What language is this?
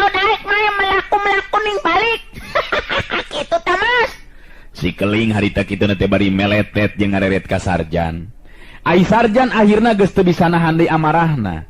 Sundanese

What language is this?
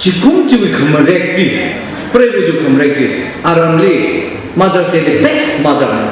Tangkhul Naga (India)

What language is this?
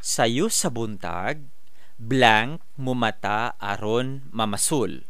Cebuano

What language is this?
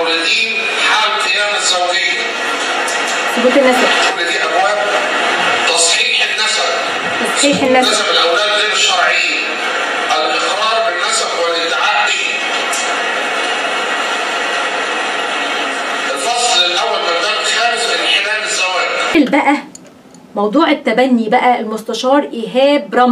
Egyptian Arabic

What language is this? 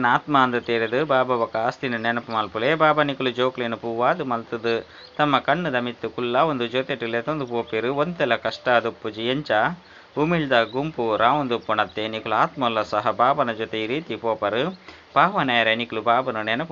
Tulu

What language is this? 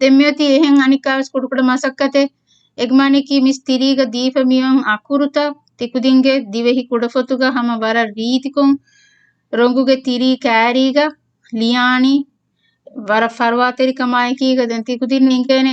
Divehi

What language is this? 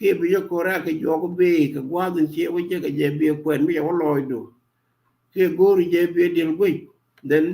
Nuer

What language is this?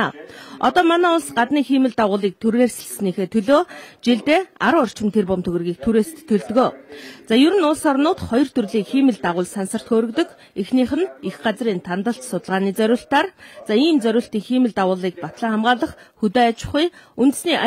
Mongolian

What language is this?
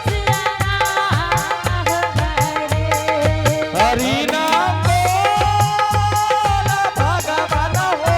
Angika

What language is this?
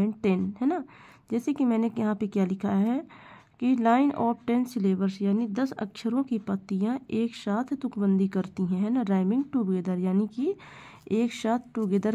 Hindi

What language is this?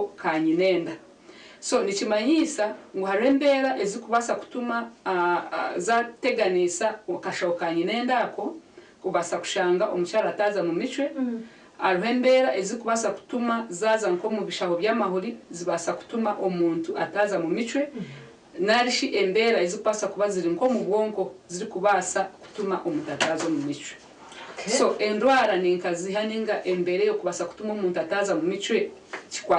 Nyankole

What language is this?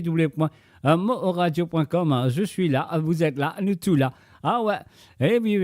Morisyen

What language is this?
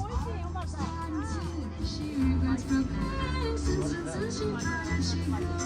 Tibetan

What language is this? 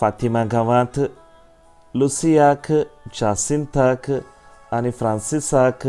Konkani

